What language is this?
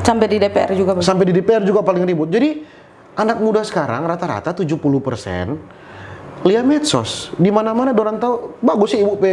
Manado Malay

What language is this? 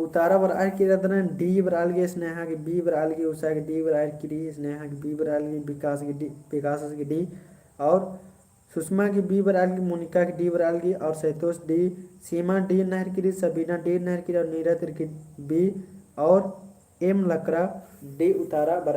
Kurukh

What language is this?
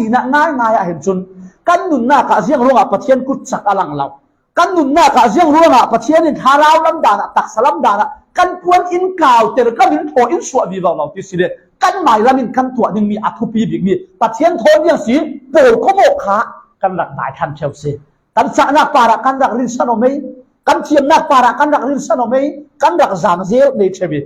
Falam Chin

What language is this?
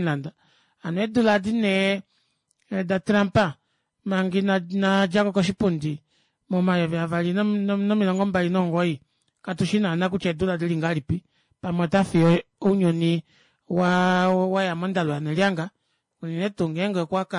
Kuanyama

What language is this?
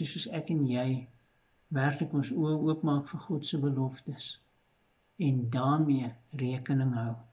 Afrikaans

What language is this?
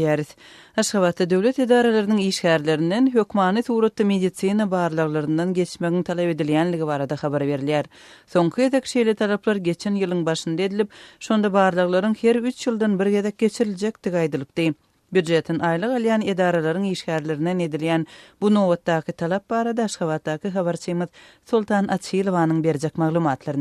Turkmen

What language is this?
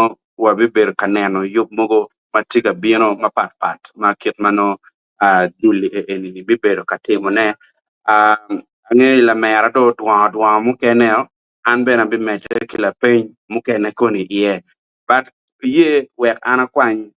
Acoli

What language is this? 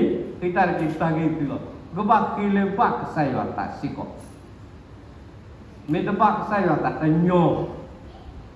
S'gaw Karen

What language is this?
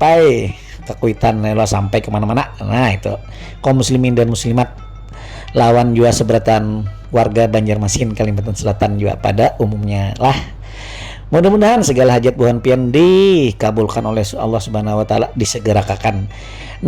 Banjar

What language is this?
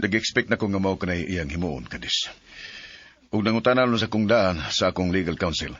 Cebuano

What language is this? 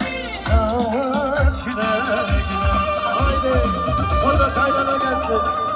Turkish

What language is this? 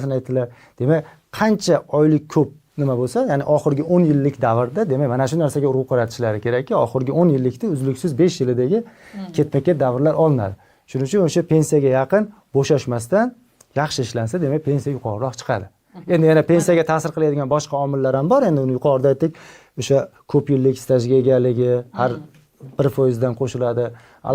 Uzbek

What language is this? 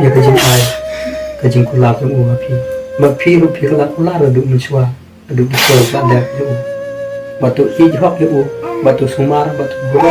Khasi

